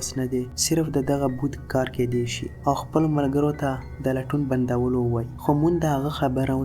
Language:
Pashto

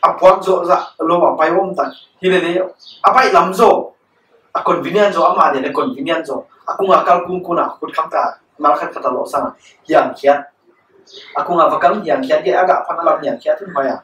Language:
Paite Chin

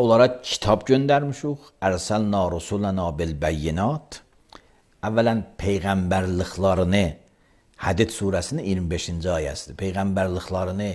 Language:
Azerbaijani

